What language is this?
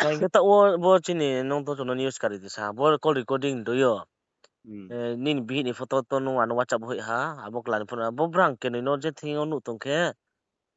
Riang (India)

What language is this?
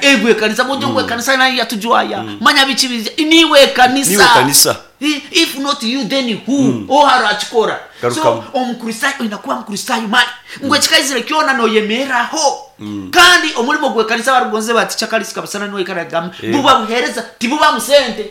Nyankole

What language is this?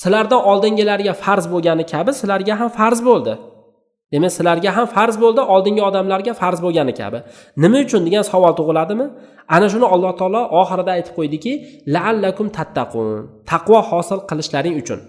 Uzbek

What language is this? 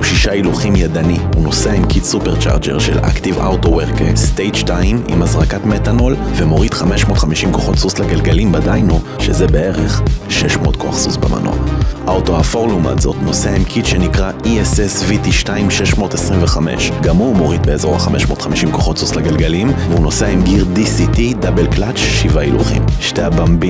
Hebrew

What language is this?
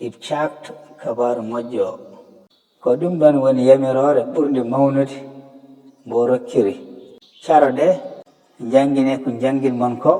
Fula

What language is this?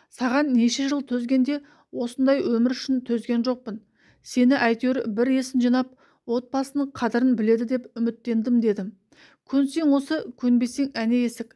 Kazakh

